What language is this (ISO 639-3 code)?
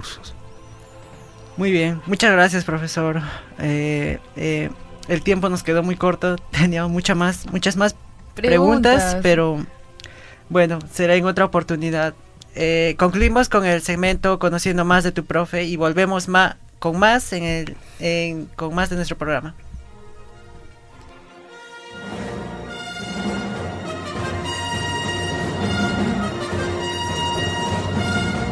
spa